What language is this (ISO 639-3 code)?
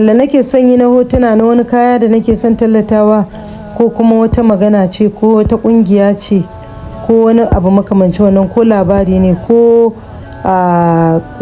hau